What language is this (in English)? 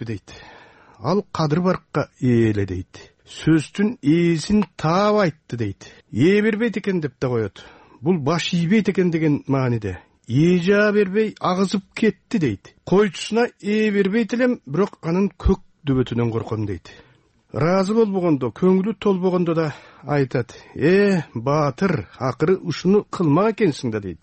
Kyrgyz